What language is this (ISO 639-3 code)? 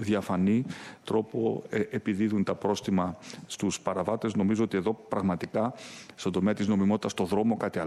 ell